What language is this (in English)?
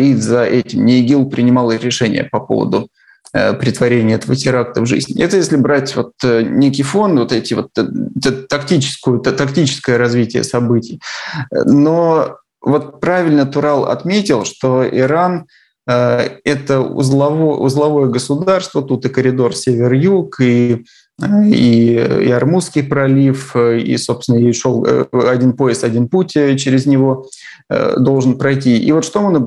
Russian